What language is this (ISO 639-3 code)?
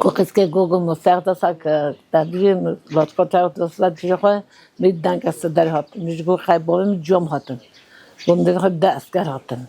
kur